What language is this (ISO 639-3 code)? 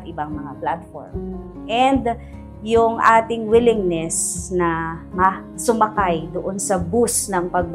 fil